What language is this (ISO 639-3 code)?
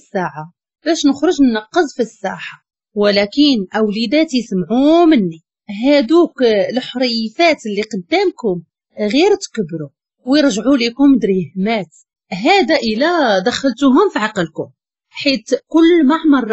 ary